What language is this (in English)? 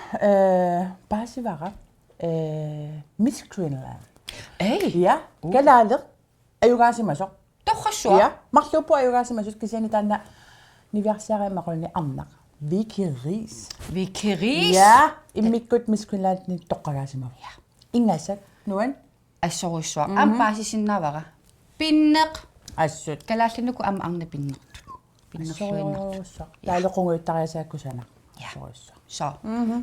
Kalaallisut